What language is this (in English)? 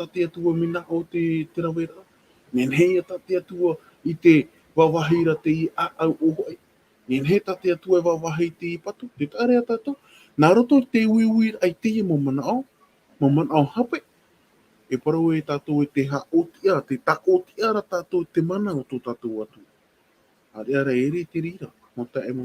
Tahitian